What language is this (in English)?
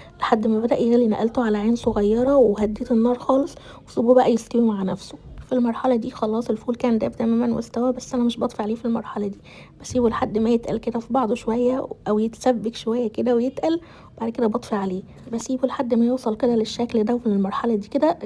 Egyptian Arabic